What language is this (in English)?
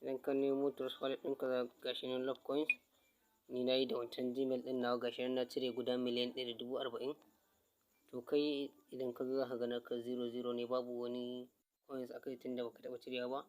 Hausa